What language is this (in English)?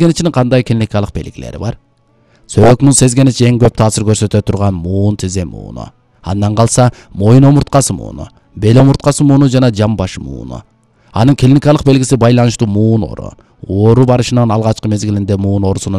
Kyrgyz